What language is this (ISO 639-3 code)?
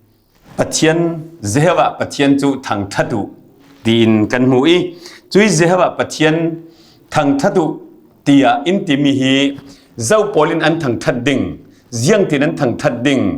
cfm